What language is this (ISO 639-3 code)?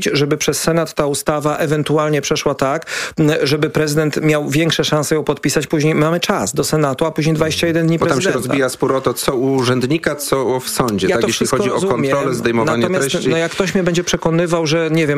pol